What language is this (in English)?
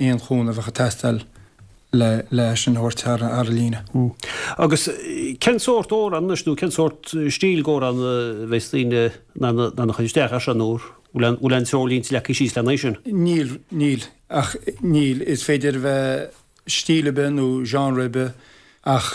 Irish